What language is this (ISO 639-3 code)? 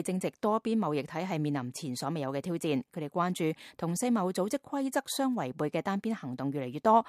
yue